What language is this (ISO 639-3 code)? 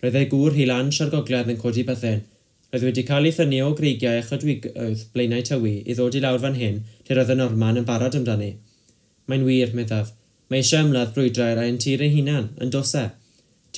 cym